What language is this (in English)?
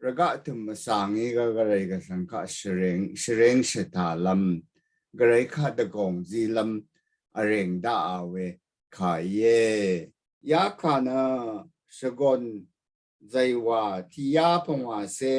Rawang